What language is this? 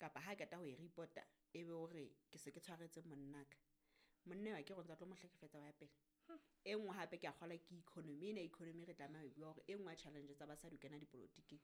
Southern Sotho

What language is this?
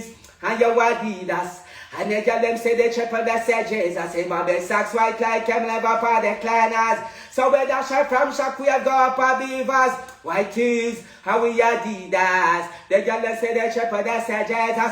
Jamaican Creole English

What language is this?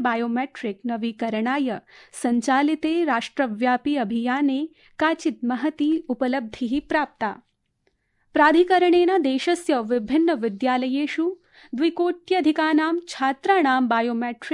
Sanskrit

